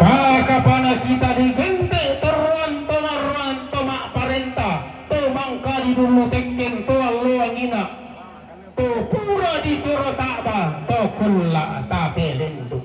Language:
Toraja-Sa'dan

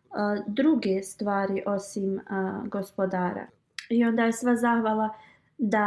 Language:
Bosnian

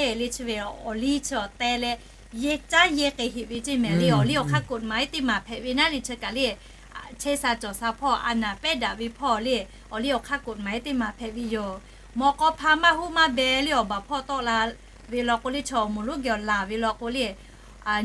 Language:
Lahu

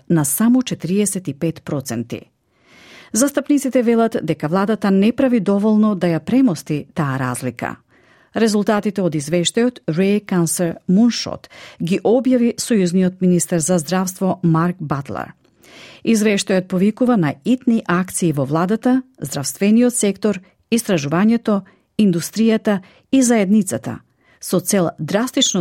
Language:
Macedonian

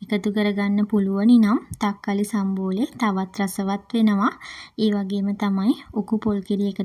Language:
Sinhala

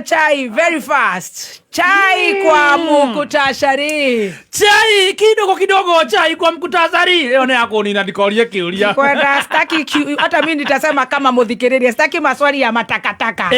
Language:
Kikuyu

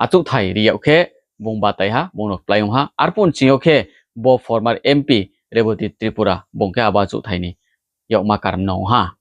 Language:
Riang (India)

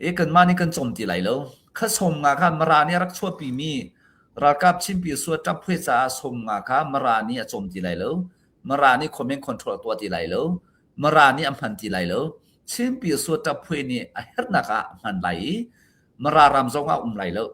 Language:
Hakha Chin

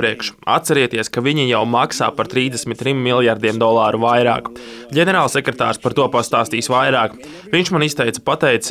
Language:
Latvian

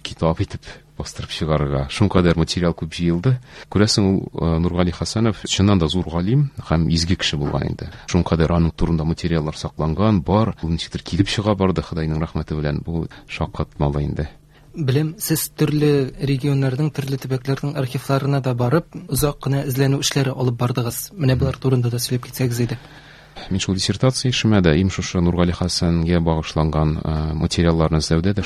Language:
Tatar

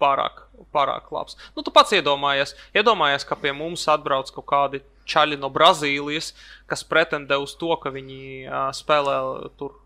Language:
Latvian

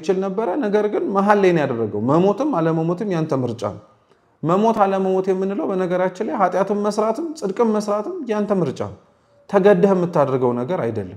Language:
Amharic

